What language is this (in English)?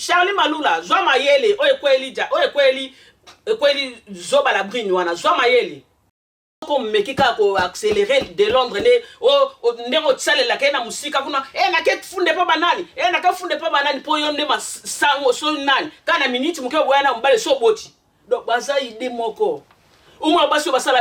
Lingala